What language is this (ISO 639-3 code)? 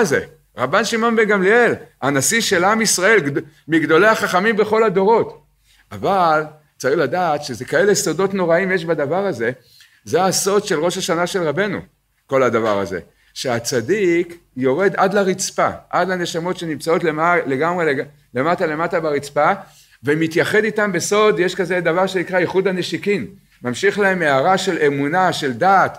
heb